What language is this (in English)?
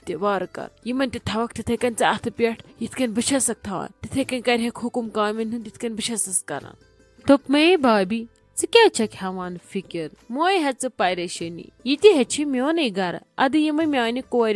Kashmiri